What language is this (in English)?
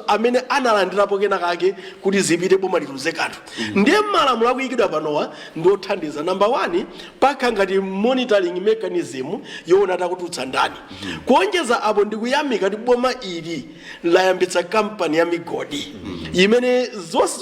Nyanja